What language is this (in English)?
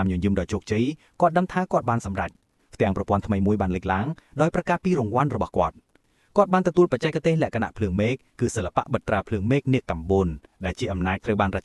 Khmer